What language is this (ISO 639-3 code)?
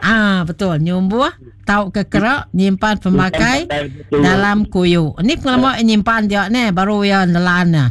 iba